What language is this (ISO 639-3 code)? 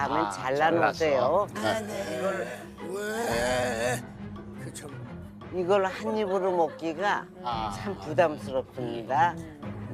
kor